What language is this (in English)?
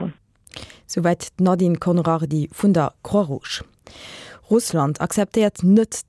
Luxembourgish